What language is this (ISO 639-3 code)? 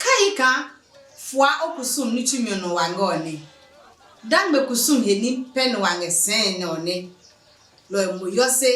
ada